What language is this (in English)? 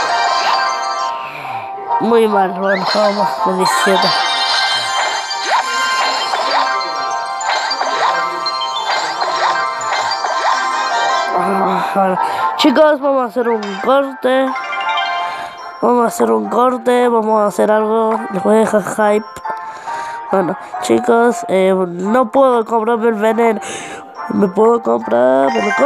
Spanish